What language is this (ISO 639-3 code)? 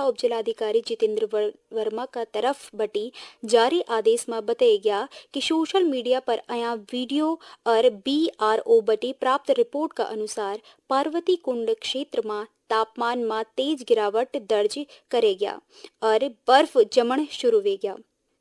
gbm